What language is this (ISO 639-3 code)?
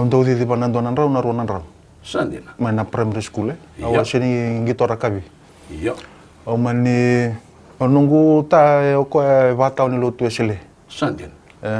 fij